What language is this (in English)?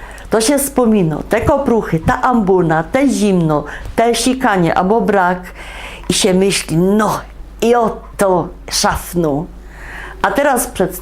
Silesian